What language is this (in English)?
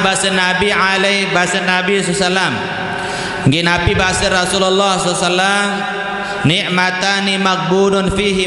Sasak